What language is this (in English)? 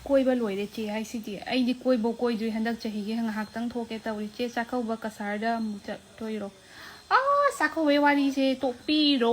Manipuri